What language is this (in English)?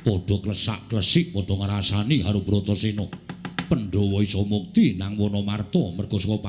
Javanese